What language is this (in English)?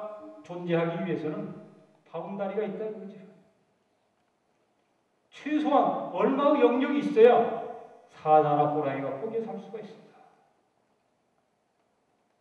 Korean